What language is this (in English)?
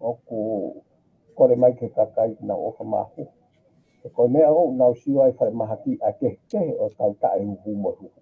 Tongan